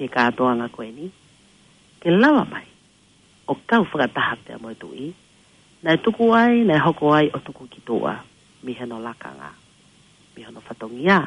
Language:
Tongan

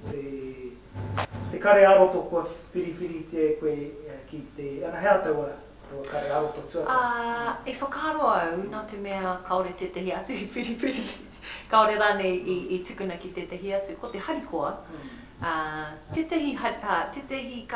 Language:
Māori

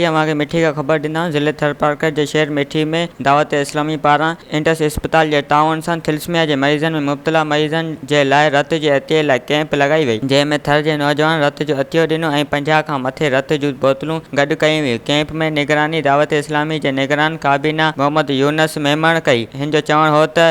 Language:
Sindhi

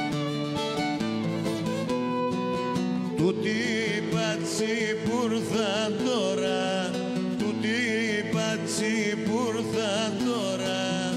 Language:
Greek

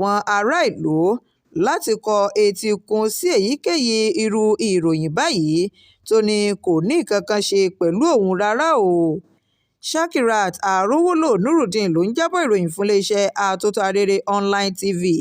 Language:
Yoruba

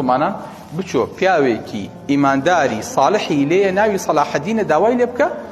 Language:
Central Kurdish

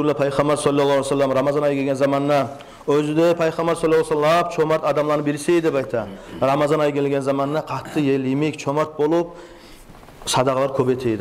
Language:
Kumyk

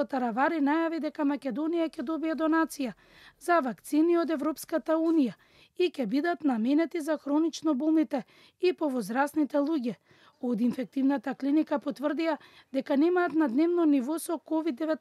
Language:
Macedonian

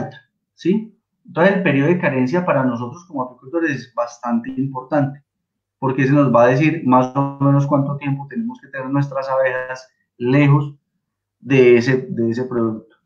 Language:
Spanish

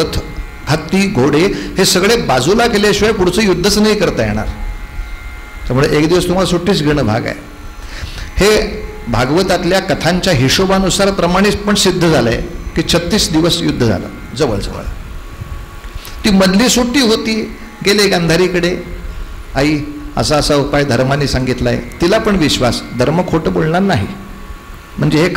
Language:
Marathi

